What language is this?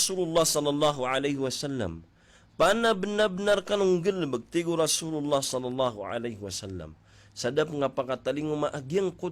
Maranao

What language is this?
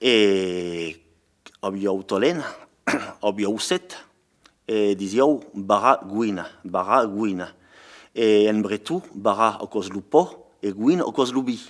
Occitan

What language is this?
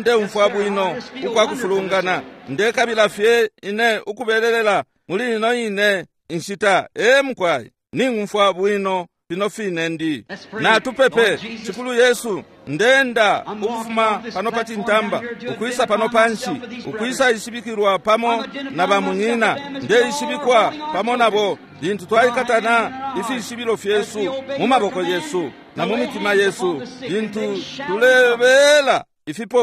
Bemba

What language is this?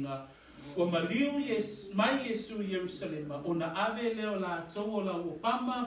Samoan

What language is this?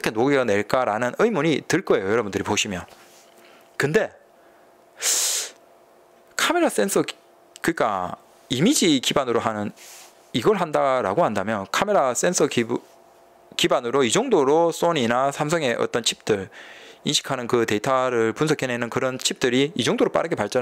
Korean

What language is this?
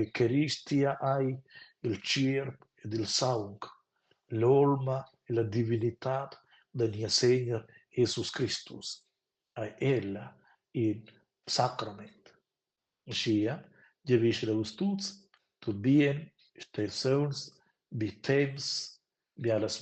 Romansh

